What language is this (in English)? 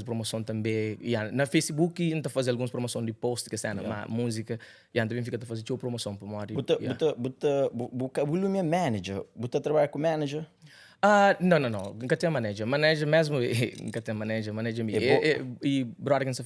Kabuverdianu